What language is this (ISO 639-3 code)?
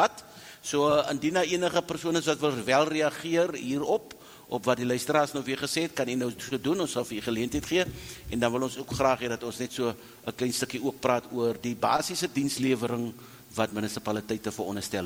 afr